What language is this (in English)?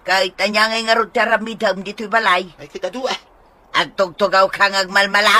Iloko